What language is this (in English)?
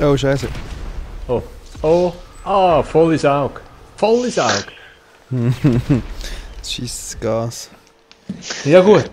Swiss German